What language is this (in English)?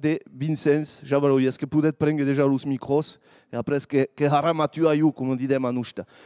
Occitan